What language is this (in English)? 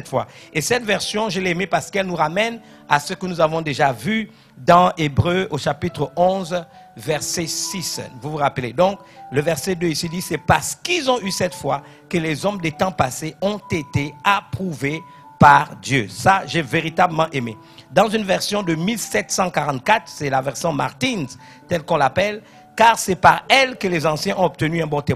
French